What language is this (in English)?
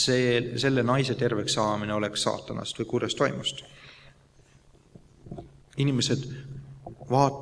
Estonian